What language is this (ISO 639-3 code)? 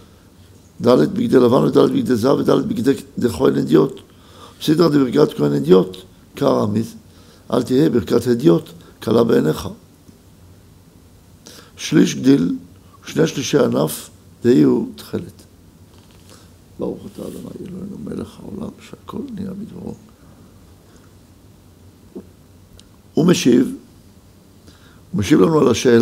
heb